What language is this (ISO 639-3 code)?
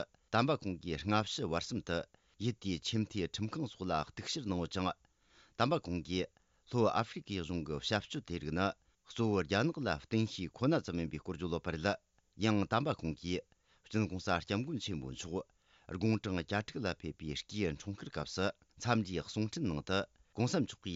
bod